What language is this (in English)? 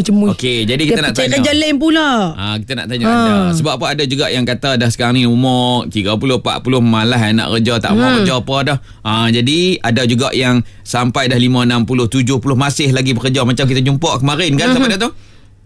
Malay